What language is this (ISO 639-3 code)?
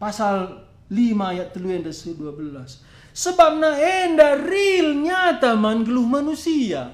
btx